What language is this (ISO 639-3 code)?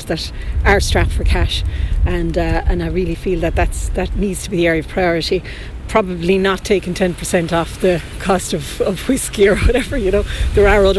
eng